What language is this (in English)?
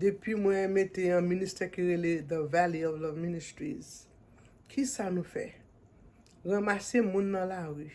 Haitian Creole